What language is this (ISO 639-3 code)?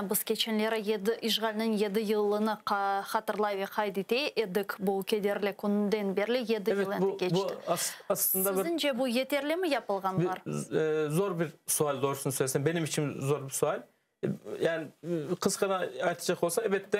crh